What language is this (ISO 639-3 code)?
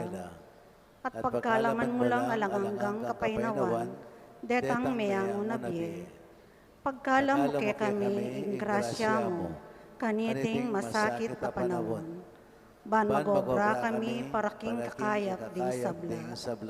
pam